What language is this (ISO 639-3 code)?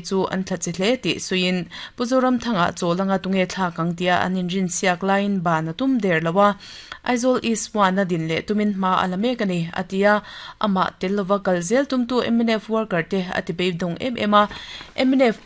lus